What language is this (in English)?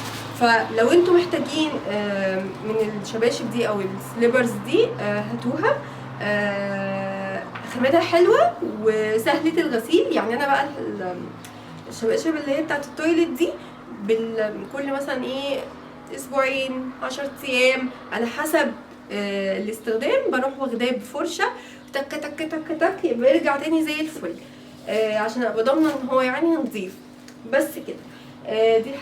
Egyptian Arabic